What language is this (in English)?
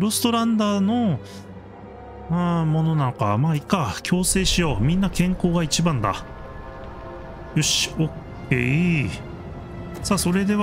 Japanese